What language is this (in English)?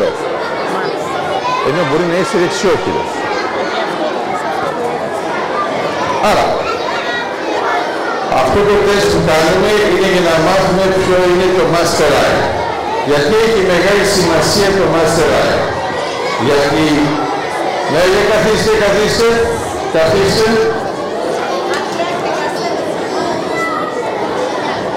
Greek